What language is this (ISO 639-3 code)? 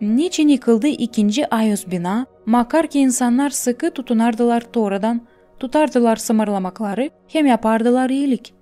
gag